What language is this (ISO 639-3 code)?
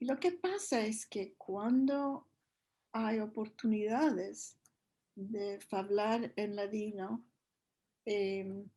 lad